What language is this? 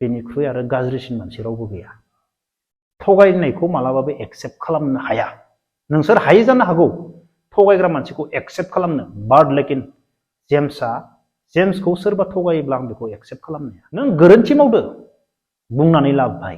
Bodo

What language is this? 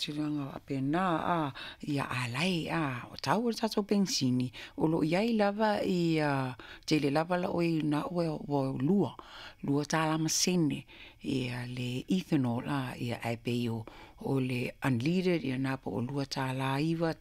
Samoan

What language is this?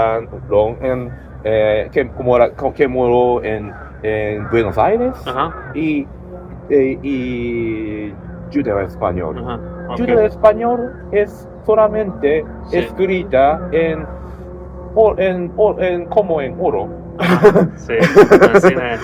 Ladino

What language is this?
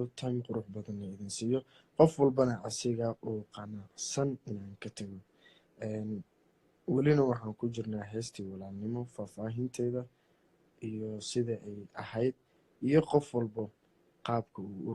Somali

